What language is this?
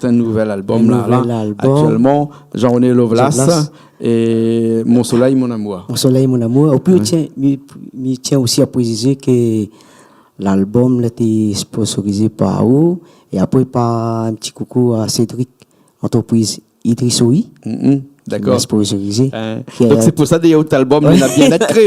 Réunion Creole French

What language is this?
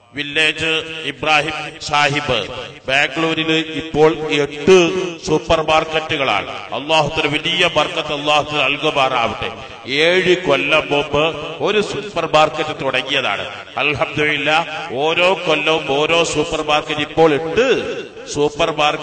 Malayalam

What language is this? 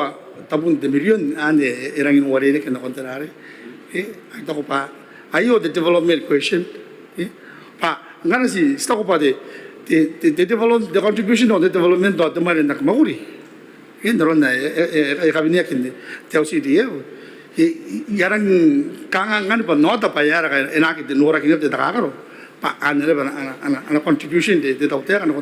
Gilbertese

